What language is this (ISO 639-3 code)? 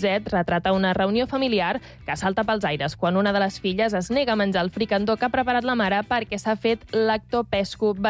cat